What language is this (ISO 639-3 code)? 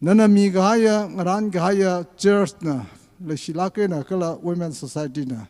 nmf